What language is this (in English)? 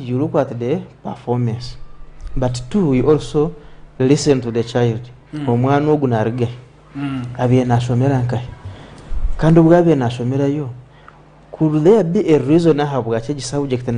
Nyankole